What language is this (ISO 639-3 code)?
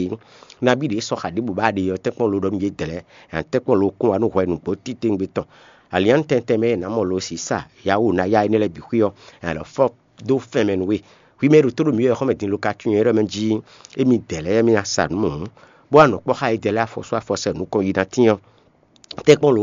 fon